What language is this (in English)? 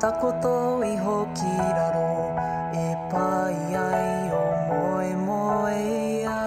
Māori